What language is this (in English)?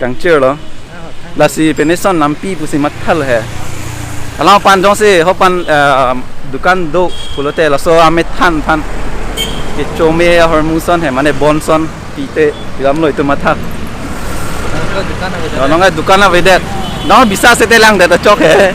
Karbi